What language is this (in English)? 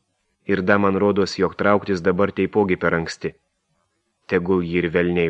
Lithuanian